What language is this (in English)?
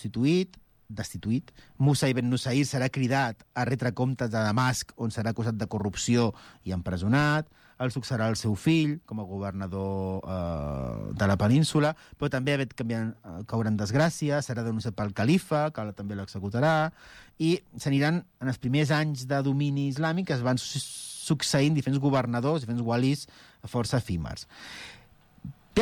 Catalan